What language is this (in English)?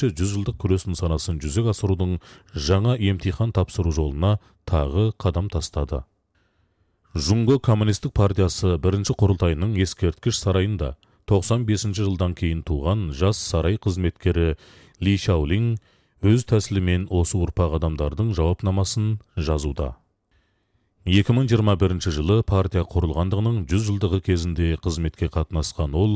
Kazakh